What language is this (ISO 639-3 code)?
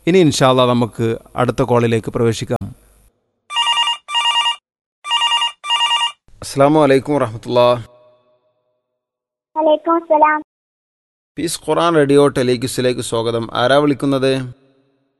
mal